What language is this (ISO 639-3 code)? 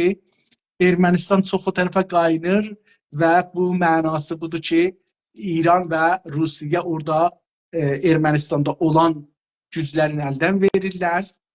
azb